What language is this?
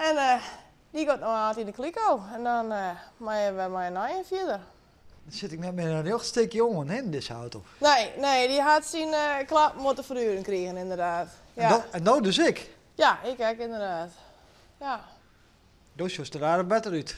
Western Frisian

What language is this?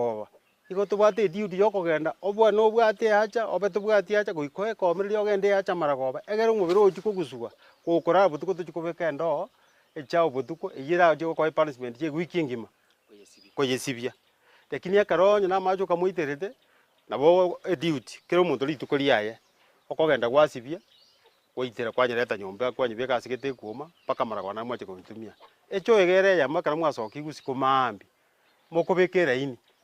Gusii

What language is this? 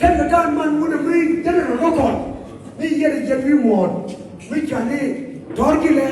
Nuer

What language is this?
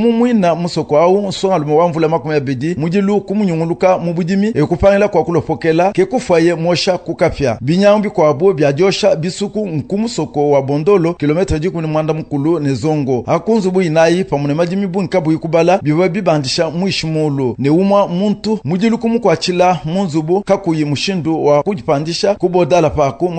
Luba-Lulua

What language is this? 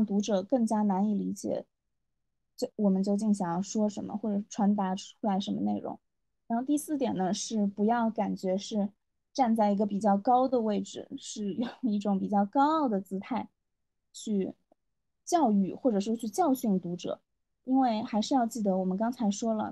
Chinese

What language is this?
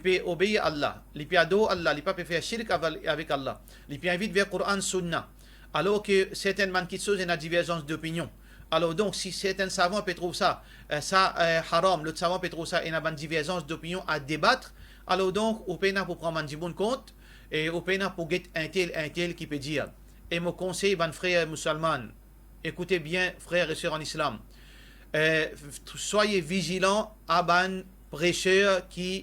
Morisyen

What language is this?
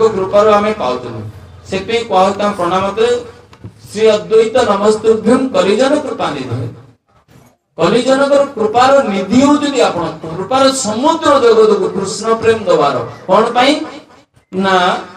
Odia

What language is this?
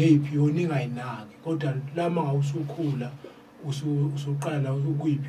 Zulu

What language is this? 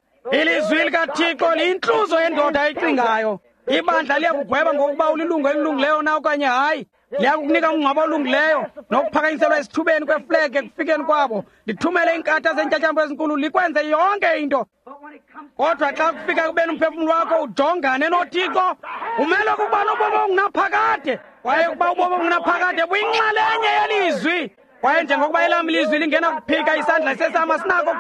Xhosa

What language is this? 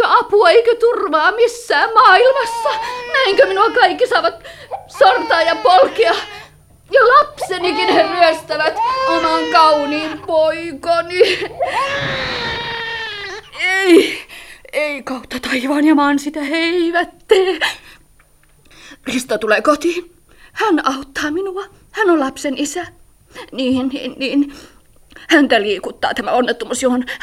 Finnish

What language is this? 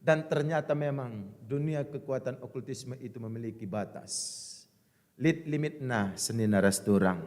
Batak Karo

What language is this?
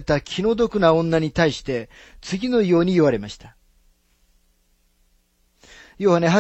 Japanese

